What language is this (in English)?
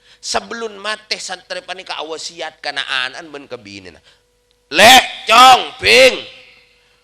Madurese